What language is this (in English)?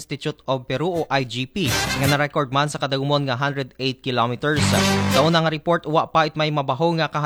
Aklanon